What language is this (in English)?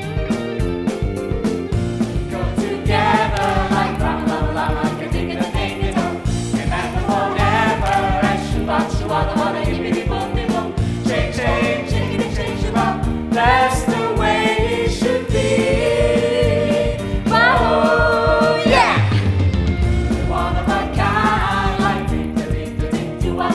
English